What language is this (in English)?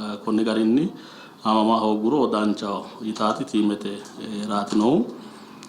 Sidamo